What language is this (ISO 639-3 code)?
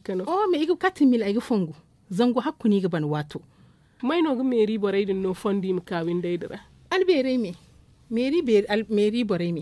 dje